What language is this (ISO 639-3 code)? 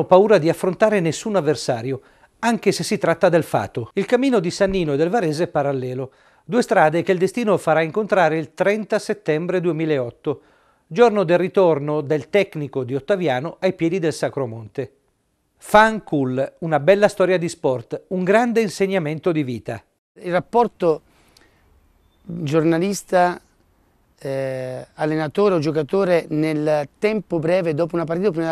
ita